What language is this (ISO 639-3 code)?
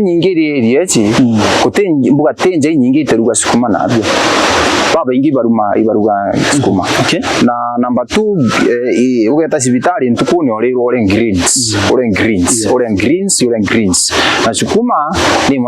mer